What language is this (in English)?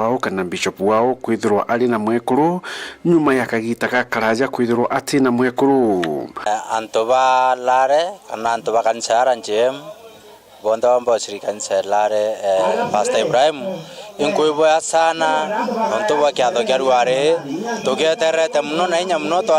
Meru